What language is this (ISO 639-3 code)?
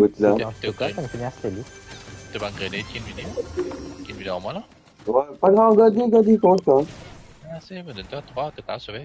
mfe